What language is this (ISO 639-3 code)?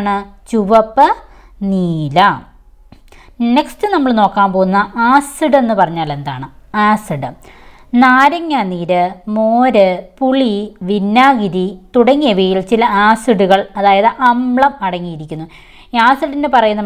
mal